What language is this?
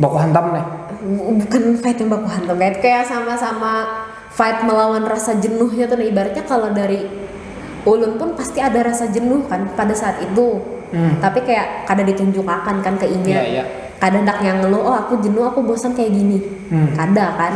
Banjar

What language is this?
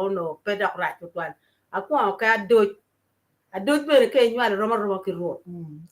Acoli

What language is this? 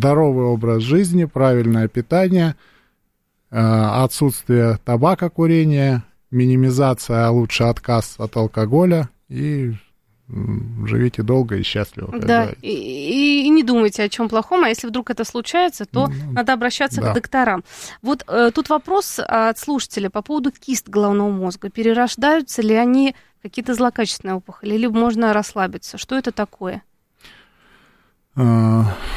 Russian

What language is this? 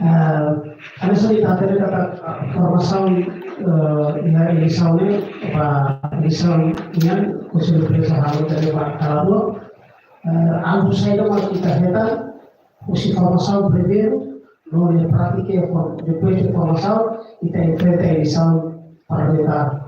Tetum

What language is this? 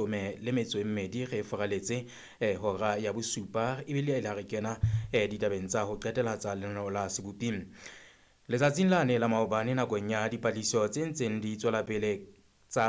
Southern Sotho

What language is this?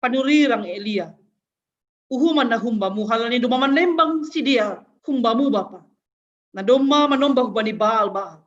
Batak Simalungun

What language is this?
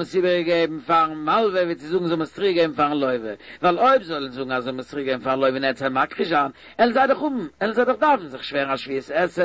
Yiddish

